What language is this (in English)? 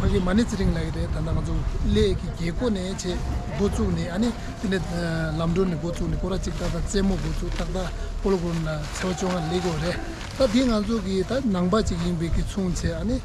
Tibetan